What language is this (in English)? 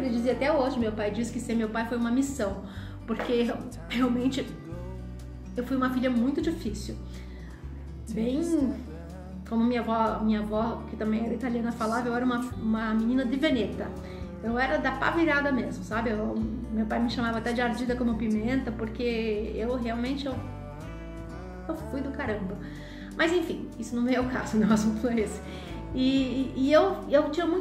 Portuguese